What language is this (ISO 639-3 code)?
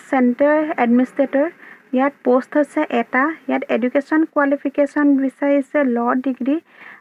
asm